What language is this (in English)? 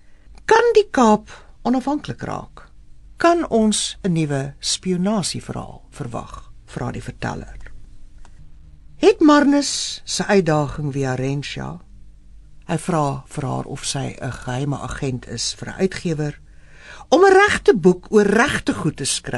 Afrikaans